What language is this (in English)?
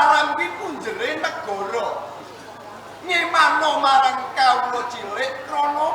Javanese